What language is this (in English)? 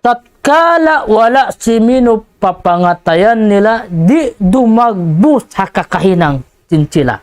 Tausug